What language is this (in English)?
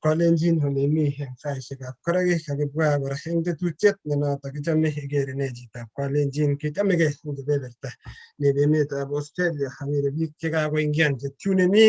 Kalenjin